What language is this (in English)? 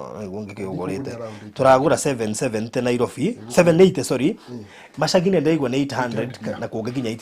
Kikuyu